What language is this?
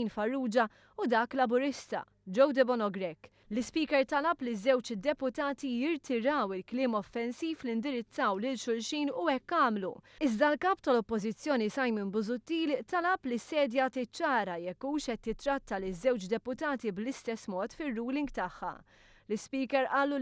Maltese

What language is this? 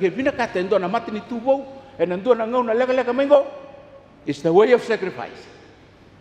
Fijian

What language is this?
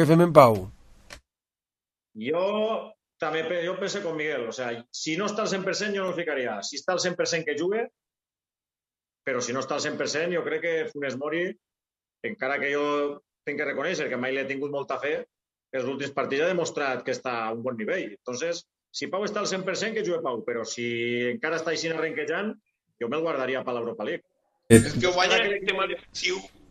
Catalan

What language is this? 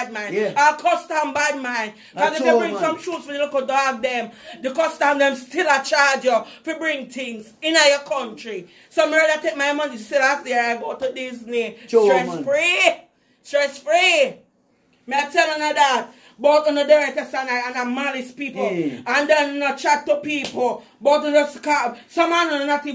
Jamaican Creole English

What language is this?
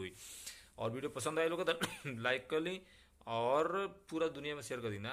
Bhojpuri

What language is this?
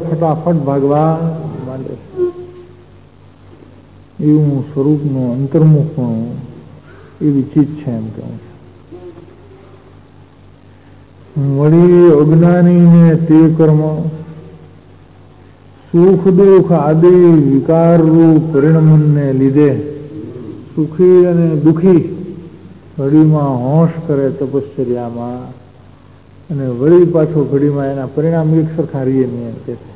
Gujarati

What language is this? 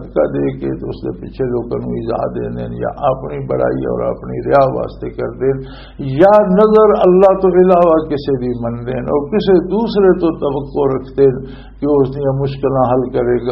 Western Panjabi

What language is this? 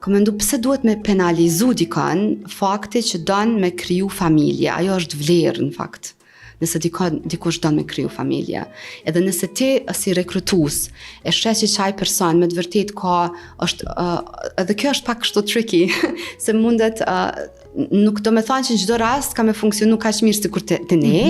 Albanian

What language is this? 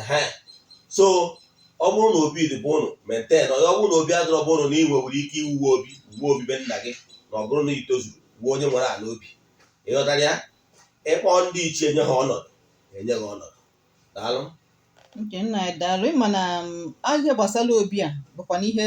Igbo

